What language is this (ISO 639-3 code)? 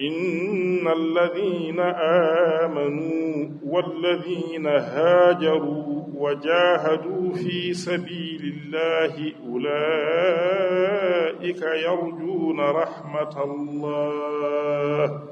ful